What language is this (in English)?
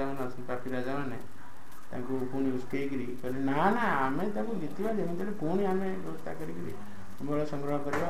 Odia